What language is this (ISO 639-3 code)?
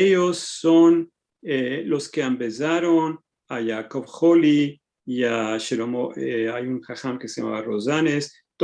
lad